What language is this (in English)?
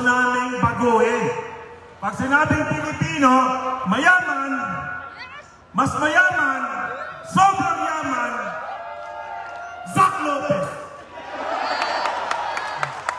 Filipino